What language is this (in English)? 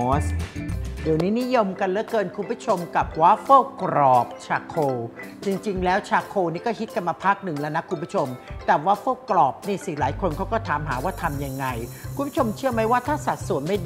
Thai